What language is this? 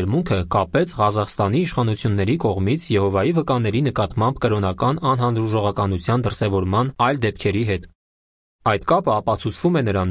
Armenian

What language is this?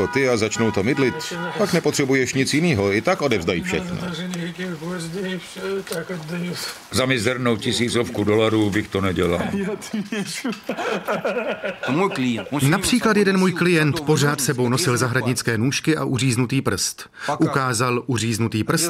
Czech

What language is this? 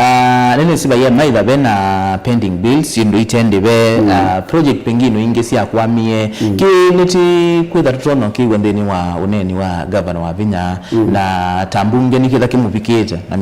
Kamba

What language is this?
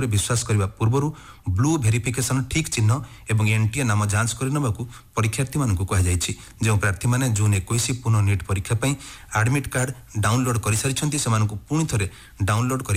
Odia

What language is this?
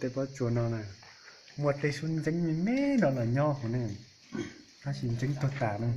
Hmong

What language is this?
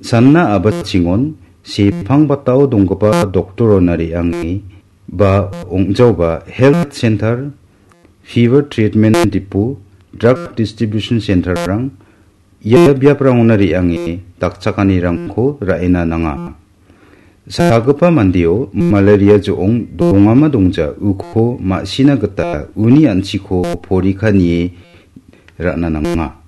Garo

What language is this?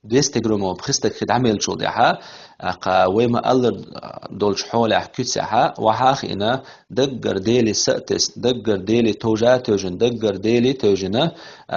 Chechen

